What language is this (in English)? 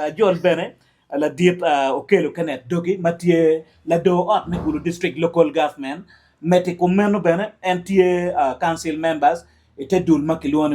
Acoli